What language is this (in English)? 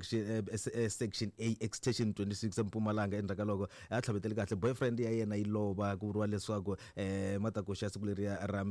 Tsonga